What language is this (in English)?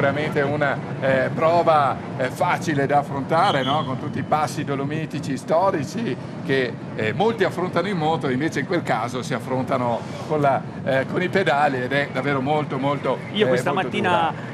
Italian